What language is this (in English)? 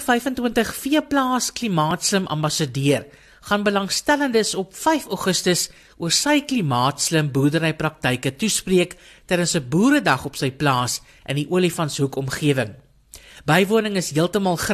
Afrikaans